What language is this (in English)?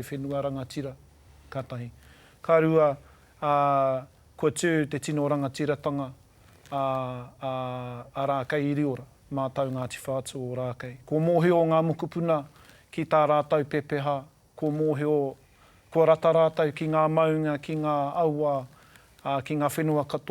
Māori